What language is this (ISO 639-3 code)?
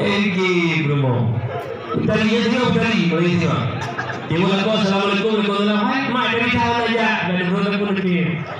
ace